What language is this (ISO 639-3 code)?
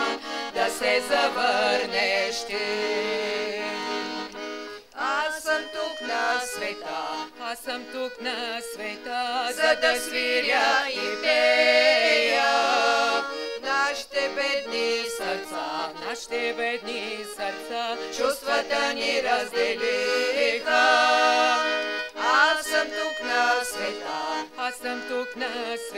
bul